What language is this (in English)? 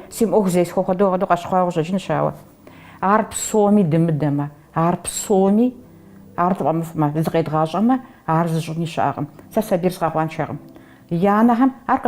Kabardian